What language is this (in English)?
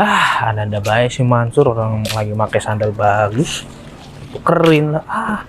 Betawi